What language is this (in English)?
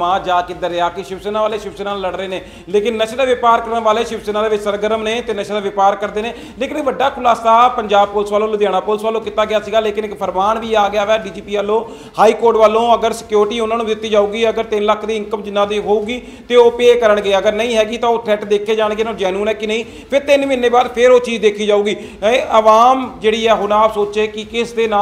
Punjabi